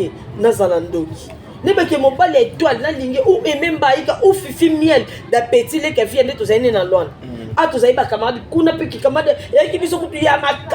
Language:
Lingala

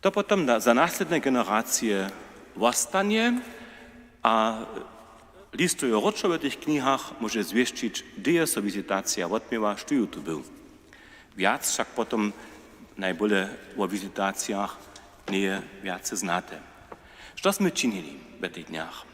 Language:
Upper Sorbian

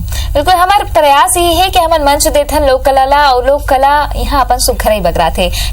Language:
Chhattisgarhi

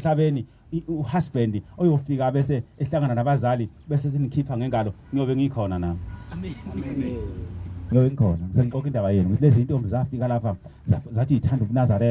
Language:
Zulu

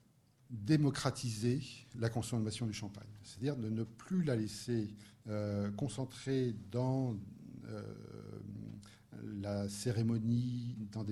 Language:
French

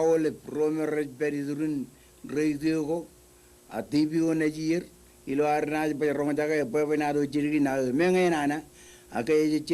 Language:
Marshallese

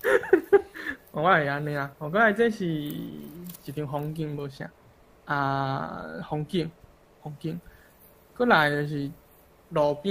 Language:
Min Nan Chinese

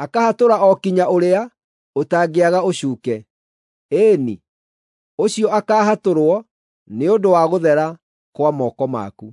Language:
Kikuyu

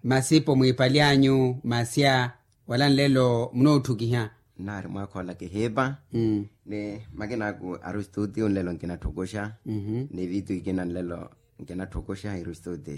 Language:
Makhuwa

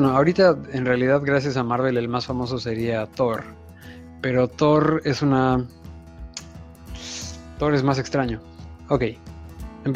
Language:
Spanish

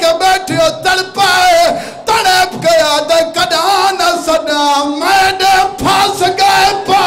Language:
Saraiki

